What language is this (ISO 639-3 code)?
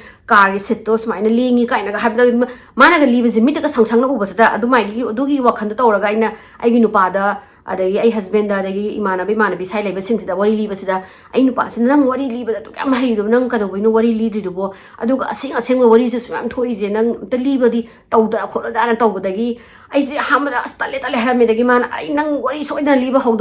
mni